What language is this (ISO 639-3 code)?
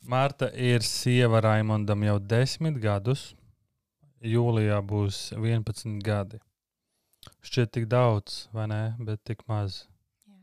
lav